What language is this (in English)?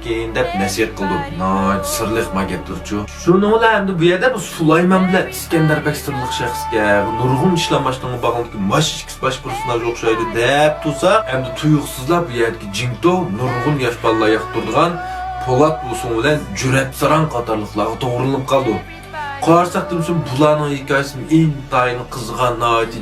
Uyghur